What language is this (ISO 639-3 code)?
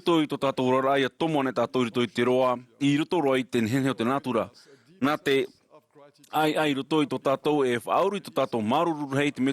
tah